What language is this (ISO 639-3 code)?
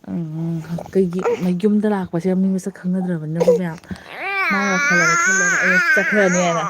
mni